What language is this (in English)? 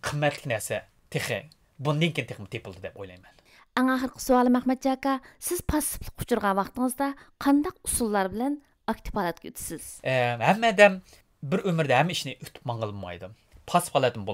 Uyghur